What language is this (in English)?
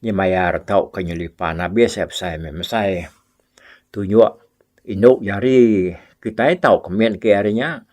Iban